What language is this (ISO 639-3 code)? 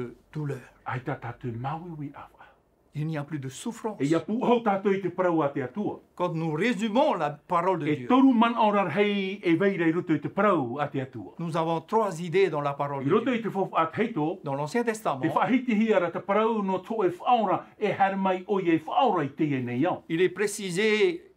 tah